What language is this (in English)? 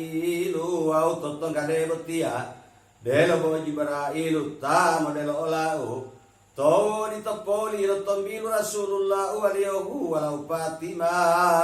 Gorontalo